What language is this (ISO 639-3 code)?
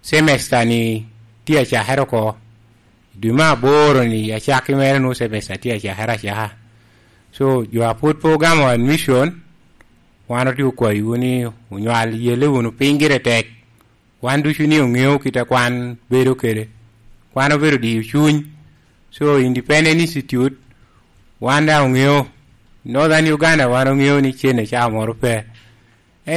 laj